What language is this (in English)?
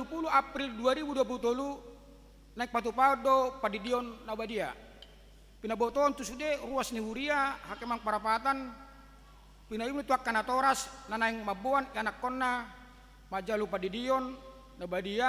Batak Toba